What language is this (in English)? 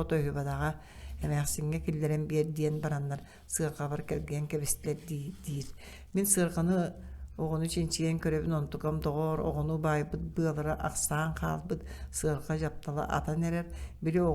Yakut